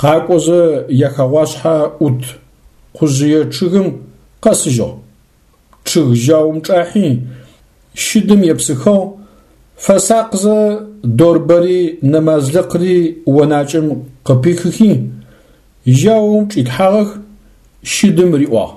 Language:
Adyghe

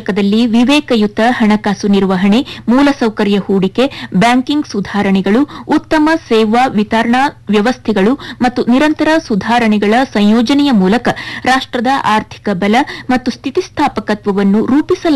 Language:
Kannada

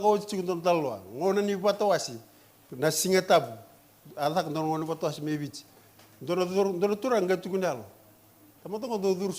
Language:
Fijian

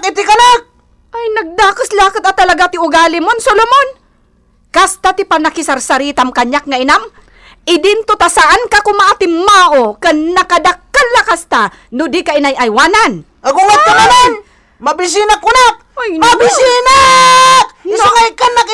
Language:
Iloko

